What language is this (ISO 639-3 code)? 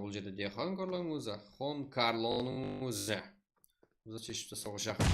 kaa